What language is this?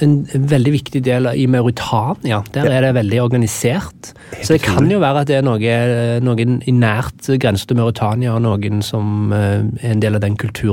Norwegian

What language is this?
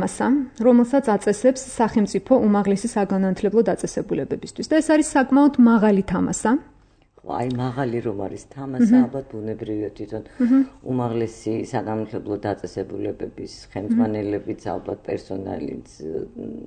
Georgian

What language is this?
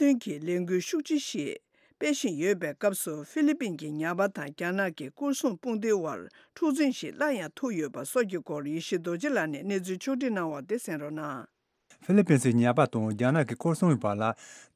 Tibetan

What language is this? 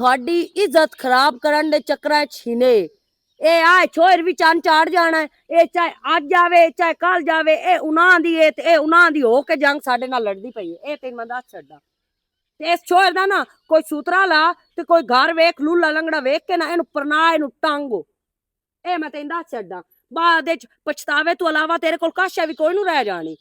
Western Panjabi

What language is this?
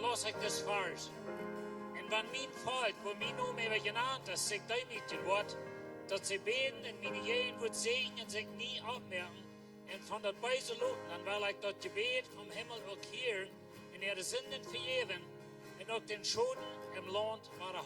Plautdietsch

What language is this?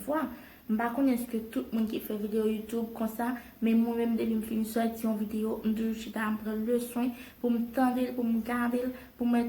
Haitian Creole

